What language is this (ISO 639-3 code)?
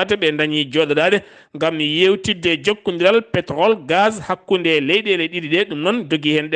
ful